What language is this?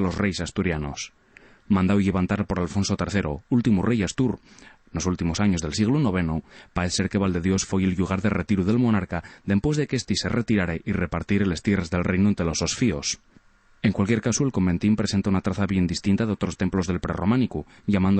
Asturian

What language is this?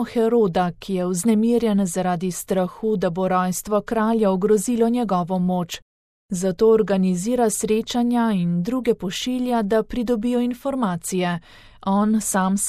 Slovenian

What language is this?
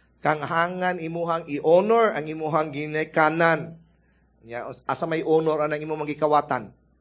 Cebuano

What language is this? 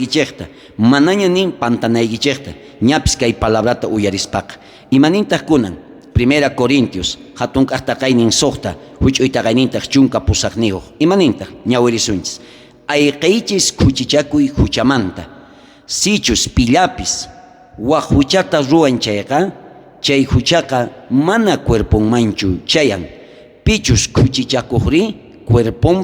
South Bolivian Quechua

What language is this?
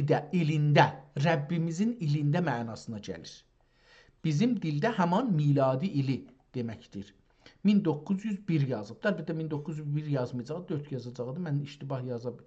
South Azerbaijani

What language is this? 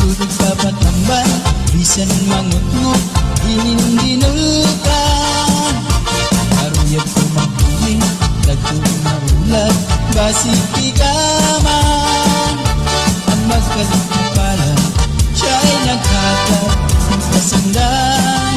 Waray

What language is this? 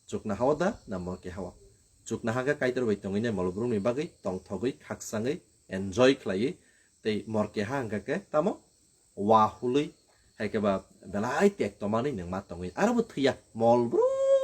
Kok Borok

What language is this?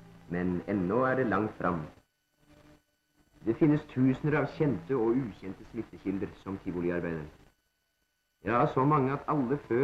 Norwegian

